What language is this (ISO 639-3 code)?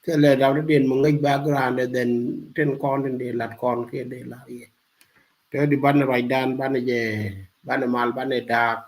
nus